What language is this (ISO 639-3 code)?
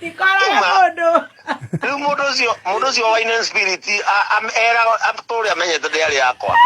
kik